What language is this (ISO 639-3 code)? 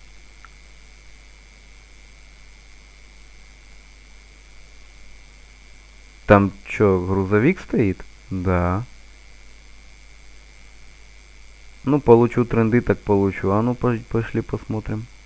rus